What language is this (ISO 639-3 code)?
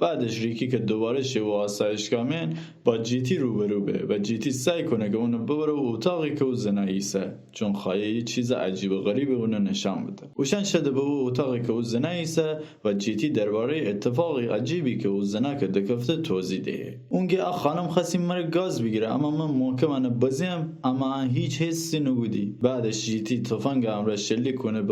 glk